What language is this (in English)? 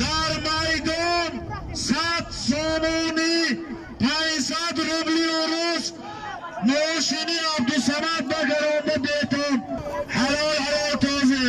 Tajik